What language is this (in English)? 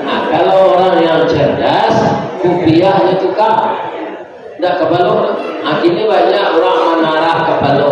Minangkabau